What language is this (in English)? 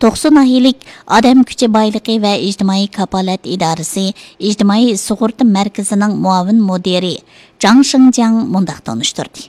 Uyghur